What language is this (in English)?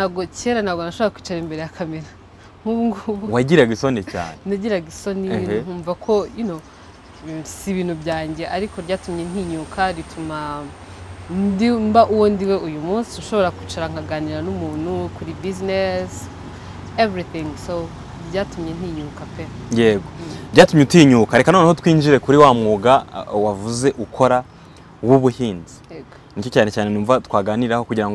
Kinyarwanda